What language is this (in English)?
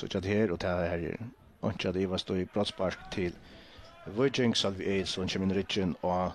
Faroese